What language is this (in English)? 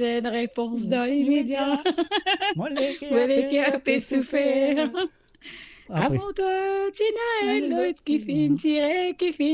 Morisyen